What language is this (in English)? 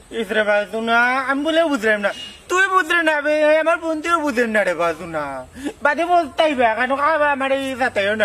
Sylheti